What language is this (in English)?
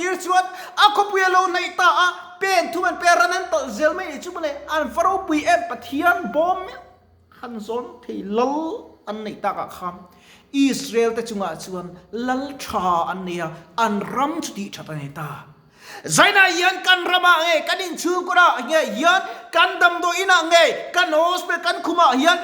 Mizo